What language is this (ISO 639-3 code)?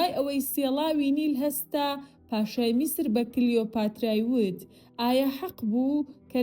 ckb